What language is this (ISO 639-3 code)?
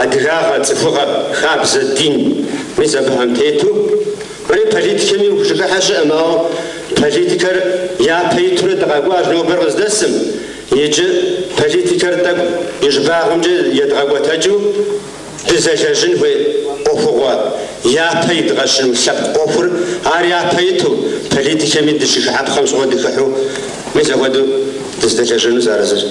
kbd